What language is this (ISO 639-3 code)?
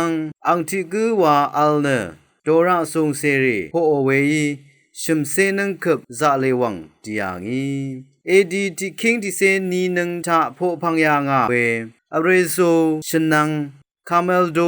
raw